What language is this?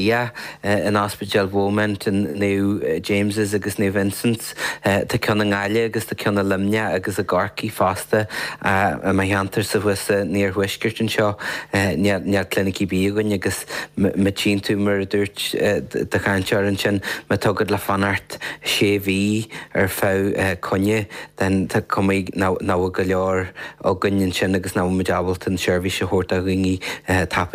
Irish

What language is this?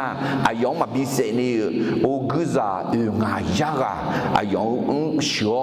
Akha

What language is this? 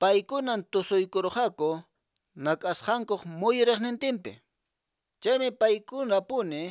Quechua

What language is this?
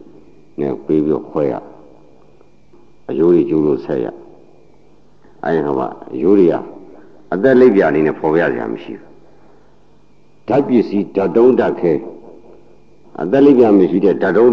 Burmese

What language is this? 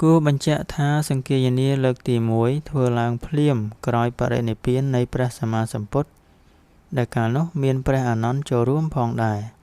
Khmer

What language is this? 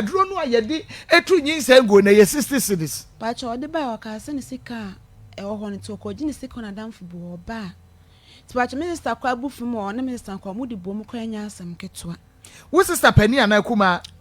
Akan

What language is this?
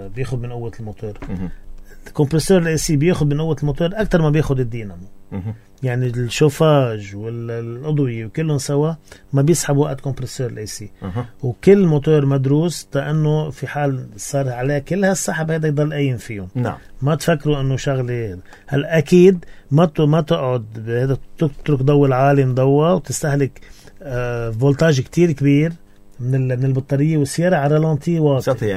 North Levantine Arabic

